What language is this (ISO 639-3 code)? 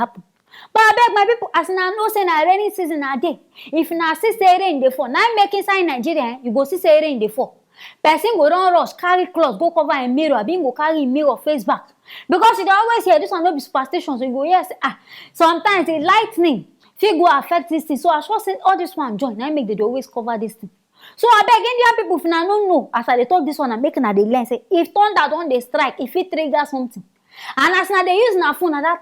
pcm